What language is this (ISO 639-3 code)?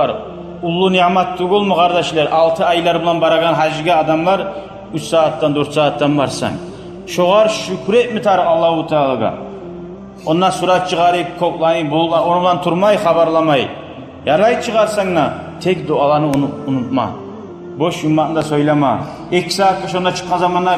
kum